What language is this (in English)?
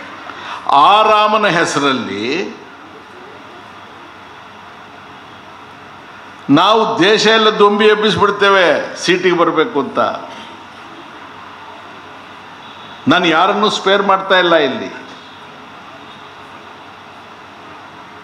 Kannada